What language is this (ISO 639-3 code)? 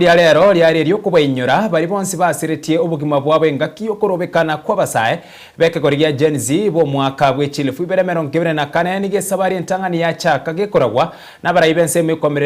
guz